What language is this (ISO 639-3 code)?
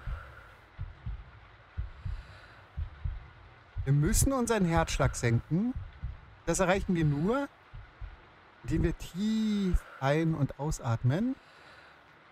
deu